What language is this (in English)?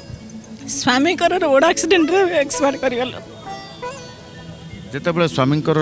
Odia